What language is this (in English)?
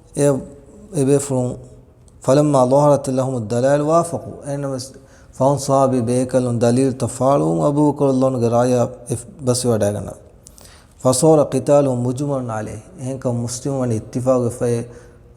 Divehi